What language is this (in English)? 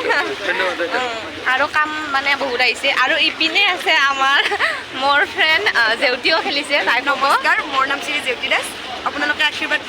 Assamese